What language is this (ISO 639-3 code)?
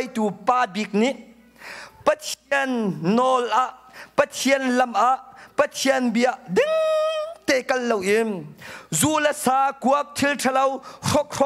cnh